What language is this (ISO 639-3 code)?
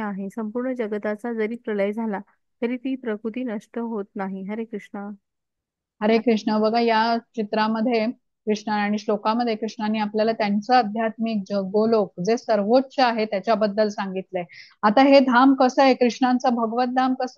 mar